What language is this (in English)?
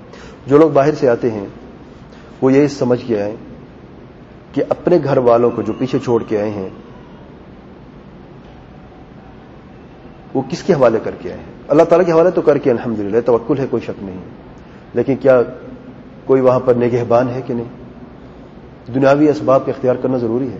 Urdu